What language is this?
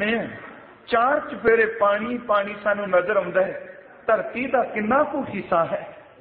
Punjabi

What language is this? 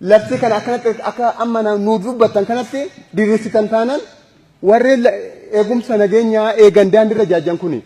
Oromo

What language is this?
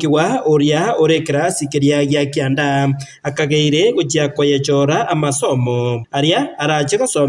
Gusii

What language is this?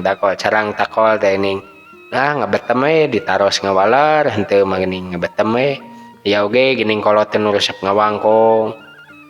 Sundanese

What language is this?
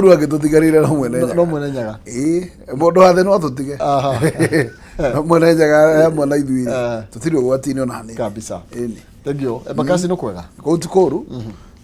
Kikuyu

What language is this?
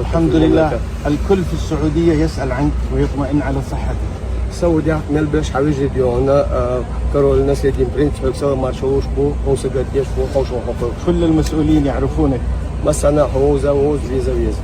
Chechen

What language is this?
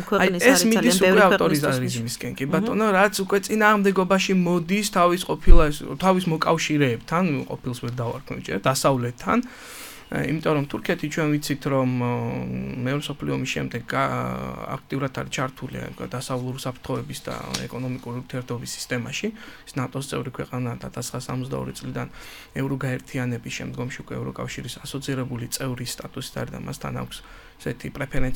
Georgian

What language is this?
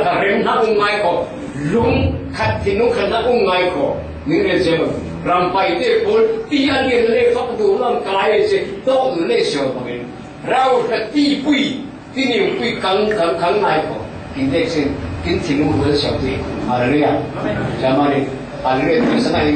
Falam Chin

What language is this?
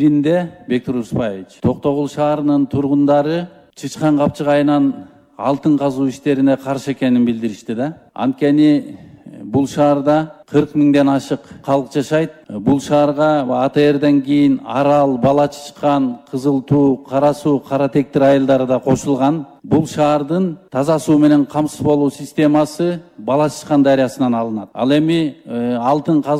Kyrgyz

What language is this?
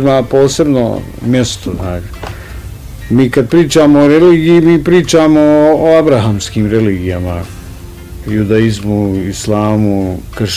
Bosnian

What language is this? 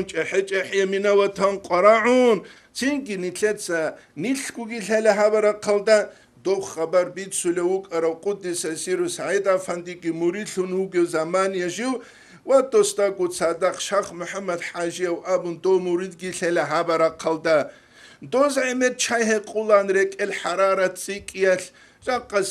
Avaric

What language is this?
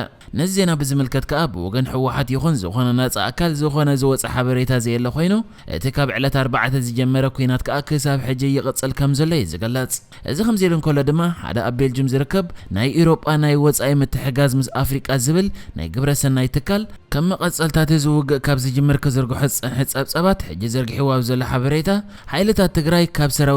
Tigrinya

